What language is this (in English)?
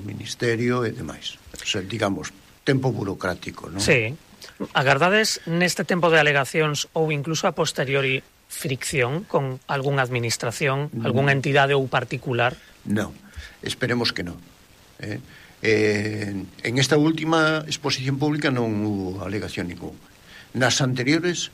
Galician